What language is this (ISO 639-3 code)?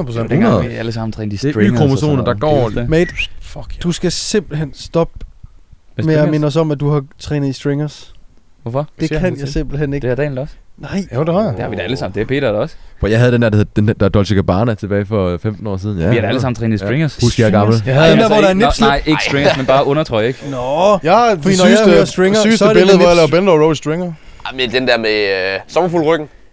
dan